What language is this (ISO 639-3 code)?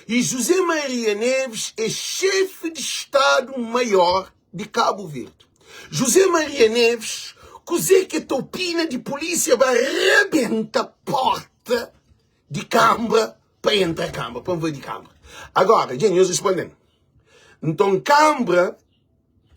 kea